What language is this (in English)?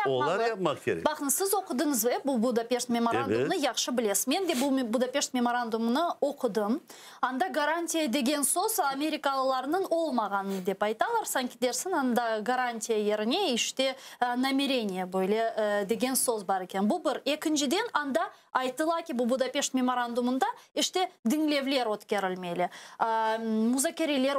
Crimean Tatar